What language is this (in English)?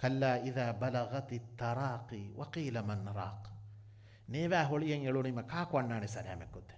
Divehi